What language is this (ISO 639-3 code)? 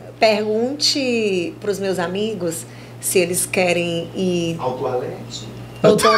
por